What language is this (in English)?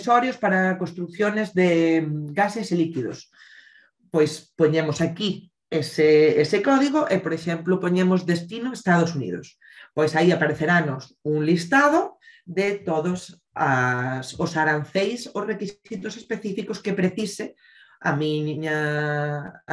Galician